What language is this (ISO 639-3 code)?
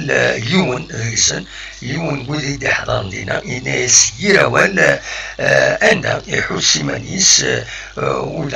kab